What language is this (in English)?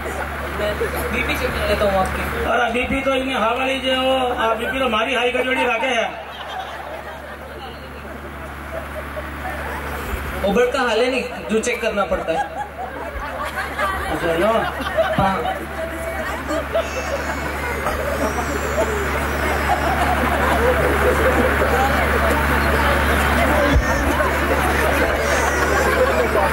Hindi